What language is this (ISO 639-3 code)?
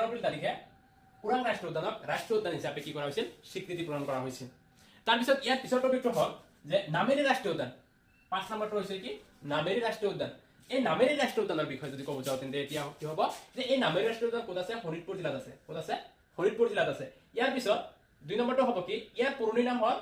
asm